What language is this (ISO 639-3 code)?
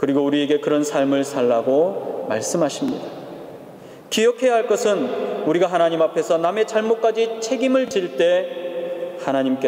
kor